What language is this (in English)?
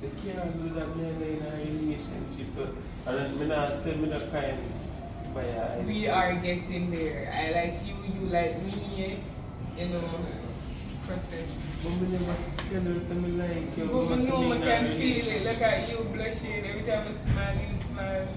Jamaican Creole English